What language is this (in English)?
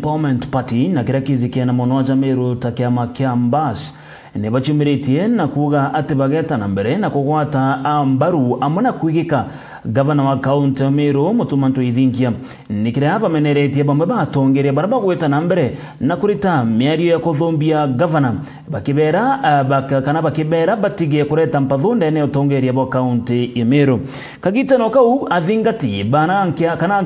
Meru